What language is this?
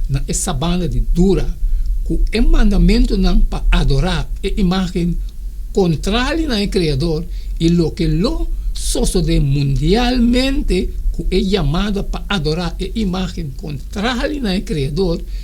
Papiamento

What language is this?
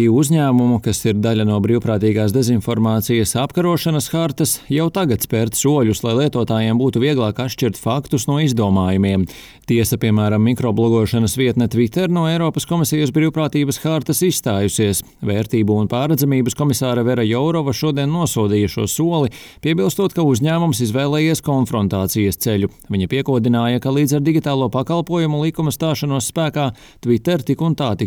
Latvian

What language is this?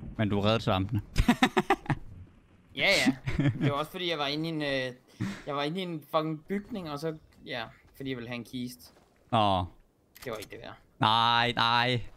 Danish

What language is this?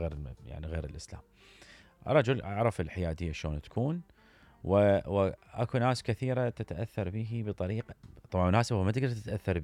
Mesopotamian Arabic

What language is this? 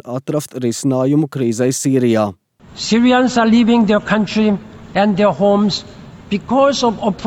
Latvian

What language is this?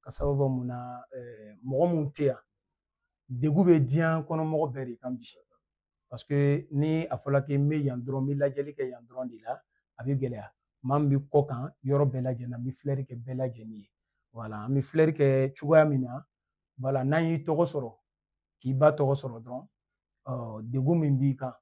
Bambara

